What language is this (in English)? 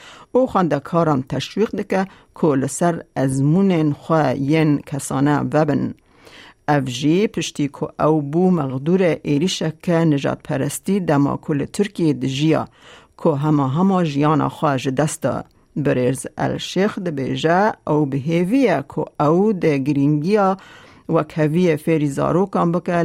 Kurdish